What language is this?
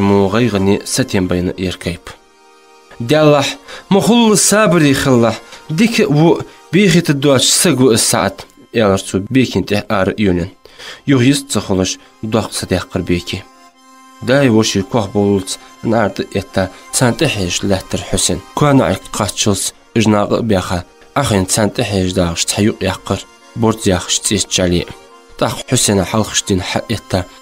Ingush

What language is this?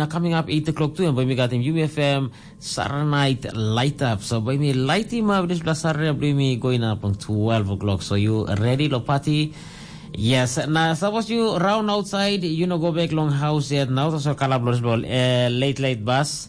Tok Pisin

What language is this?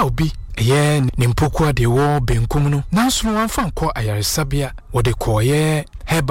Akan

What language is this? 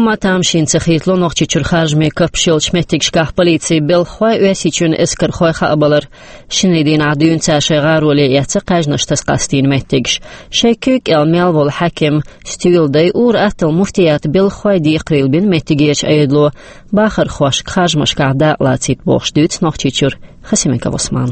Chechen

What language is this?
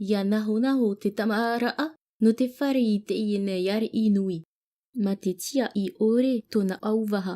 Tahitian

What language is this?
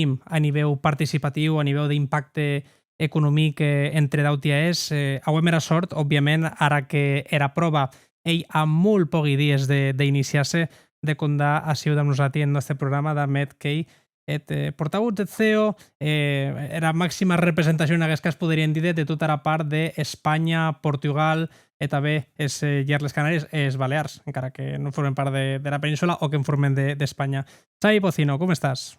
Occitan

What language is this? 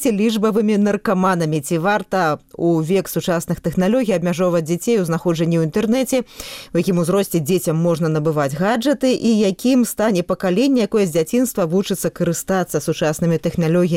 Belarusian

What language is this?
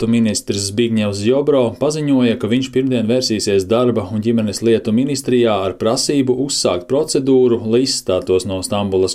Latvian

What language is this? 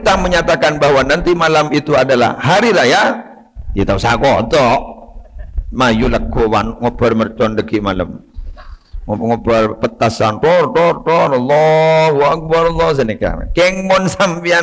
Madurese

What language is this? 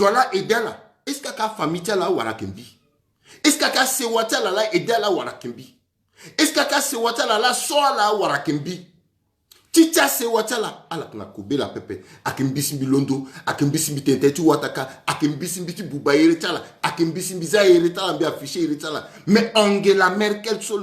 Sango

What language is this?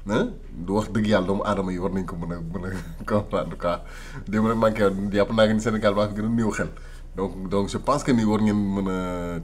Wolof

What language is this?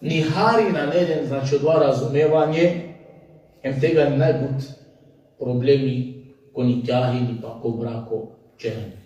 Balkan Romani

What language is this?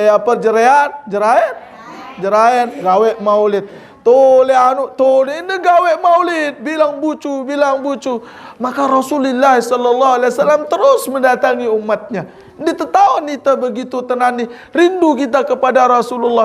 Sasak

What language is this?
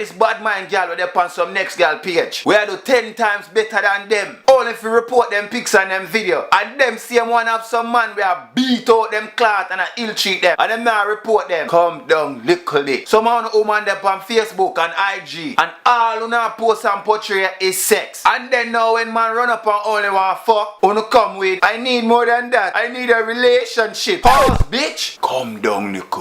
Jamaican Creole English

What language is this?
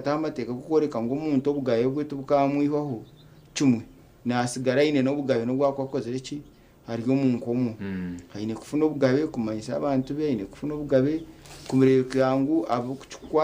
Nyankole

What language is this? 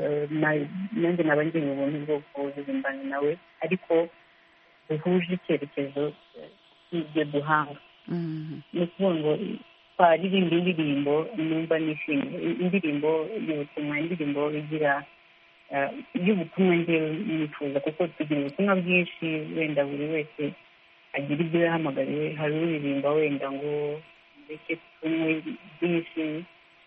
Kinyarwanda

